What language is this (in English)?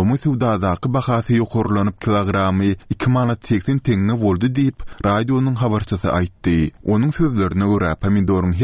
Turkmen